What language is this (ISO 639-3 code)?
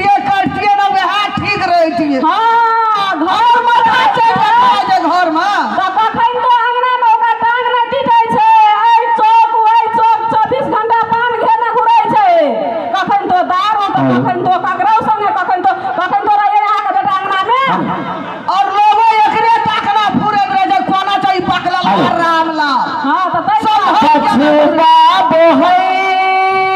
mai